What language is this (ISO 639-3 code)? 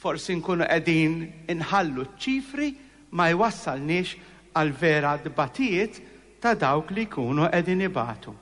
mlt